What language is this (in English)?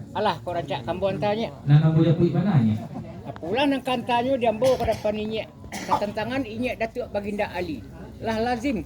Minangkabau